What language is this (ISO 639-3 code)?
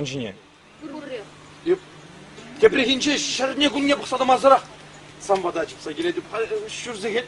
chv